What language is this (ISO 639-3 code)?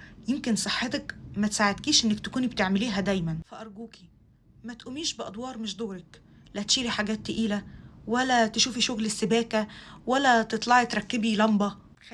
arz